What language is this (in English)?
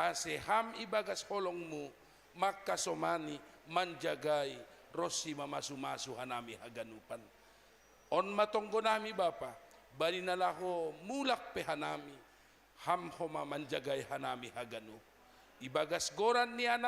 Batak Simalungun